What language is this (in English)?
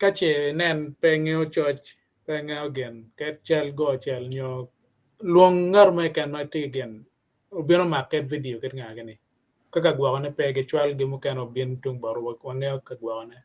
Acoli